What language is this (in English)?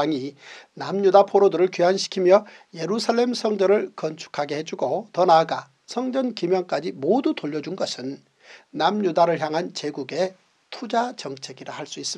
Korean